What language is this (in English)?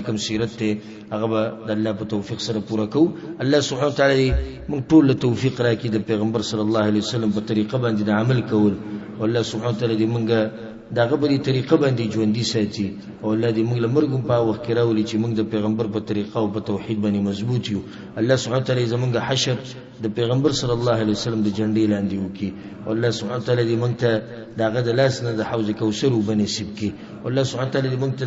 Pashto